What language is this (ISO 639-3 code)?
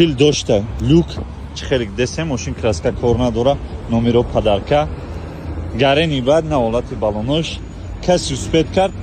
tgk